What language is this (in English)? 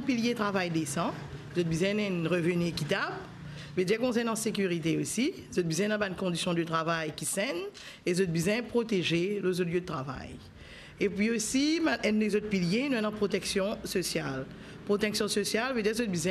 Morisyen